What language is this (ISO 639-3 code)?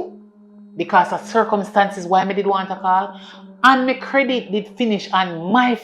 jam